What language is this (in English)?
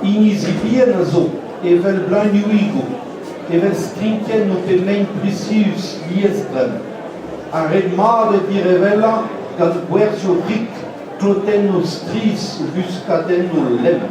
Breton